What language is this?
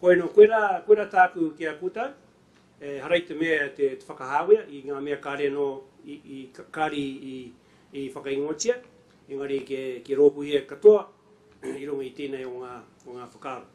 Māori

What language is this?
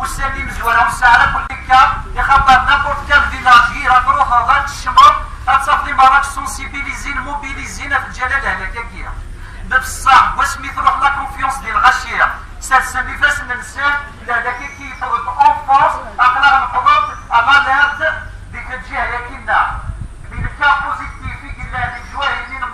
Kabyle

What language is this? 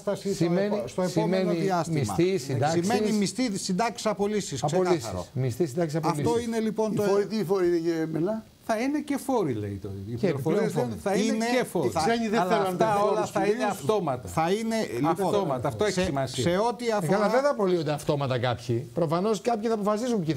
Greek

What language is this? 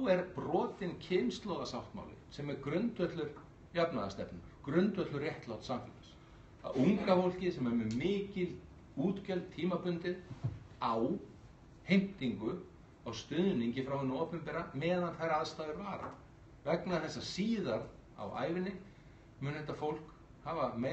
Icelandic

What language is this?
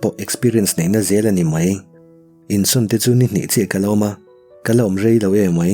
Mizo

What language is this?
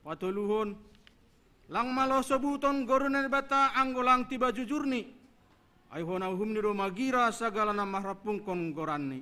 Batak Simalungun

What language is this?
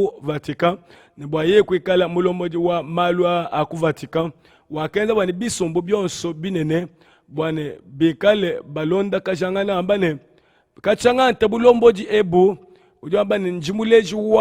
Luba-Lulua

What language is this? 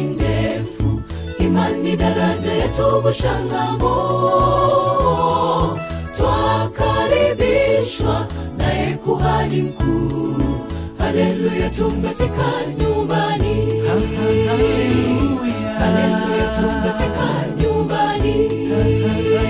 Swahili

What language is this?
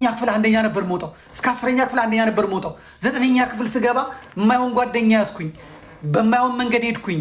Amharic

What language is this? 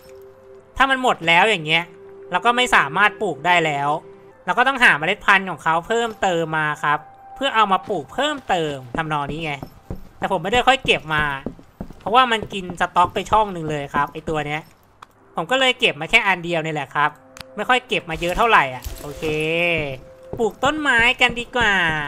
Thai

